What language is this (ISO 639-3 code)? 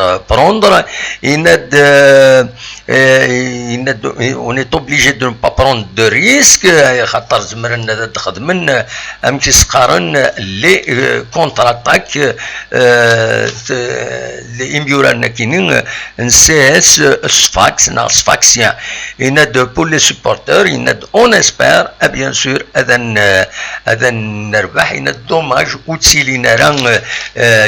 kab